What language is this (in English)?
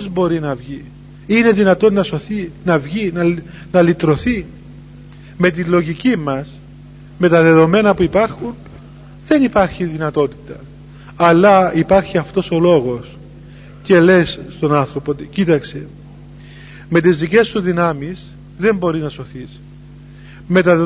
Greek